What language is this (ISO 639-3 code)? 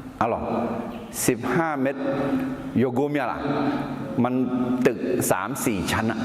ahk